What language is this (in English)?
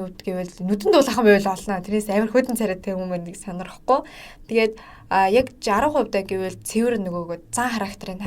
Mongolian